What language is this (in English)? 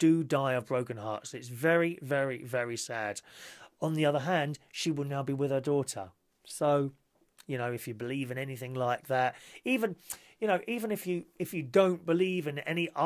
English